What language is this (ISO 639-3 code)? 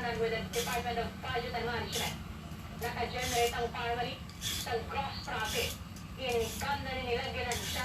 hil